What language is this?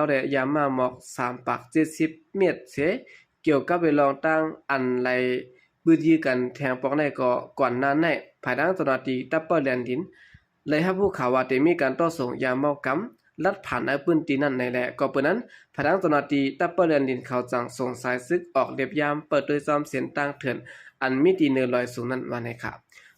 Shan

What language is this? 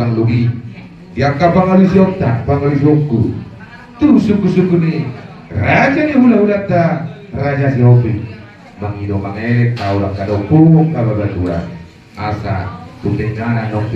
Batak Toba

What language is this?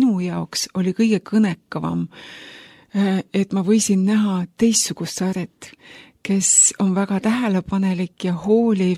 Estonian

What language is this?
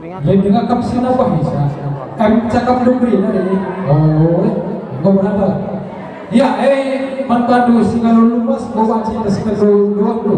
Batak Karo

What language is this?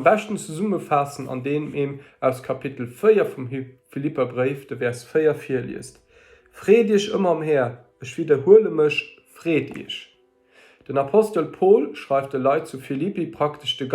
Luxembourgish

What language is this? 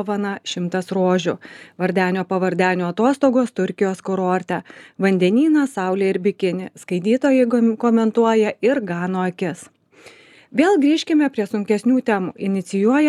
Lithuanian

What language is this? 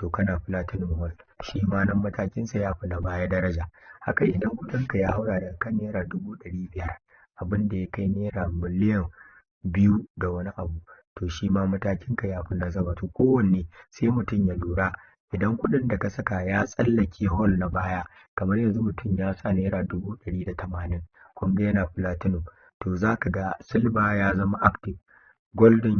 Hausa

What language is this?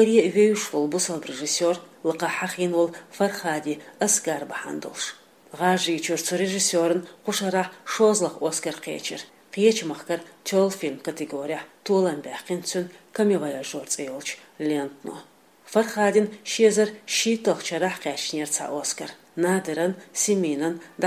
Chechen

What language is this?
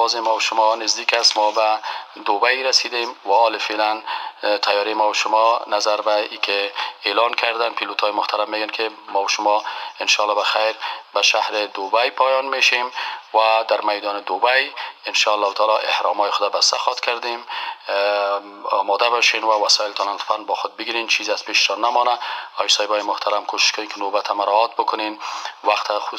Persian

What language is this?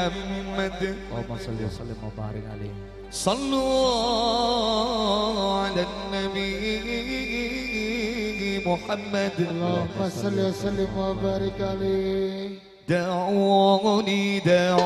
Madurese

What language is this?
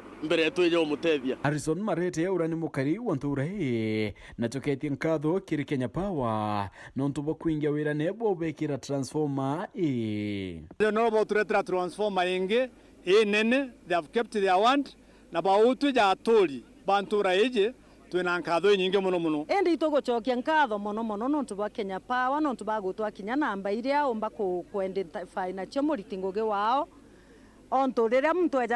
Meru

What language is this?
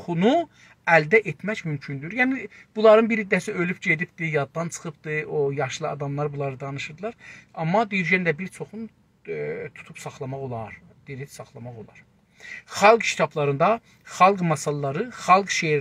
South Azerbaijani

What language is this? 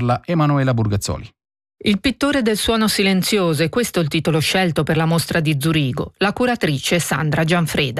Italian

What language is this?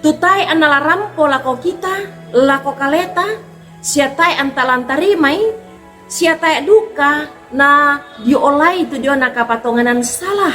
Toraja-Sa'dan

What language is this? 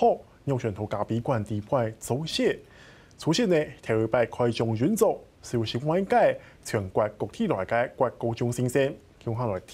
Hakka Chinese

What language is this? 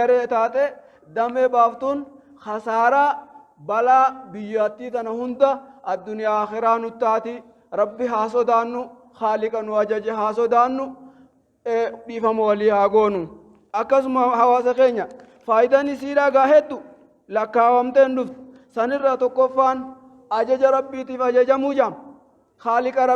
Oromo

